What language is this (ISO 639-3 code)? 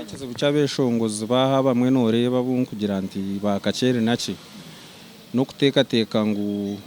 nyn